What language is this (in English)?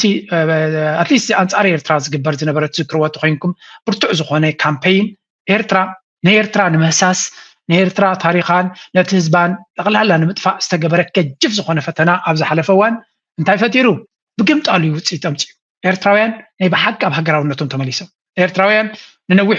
Tigrinya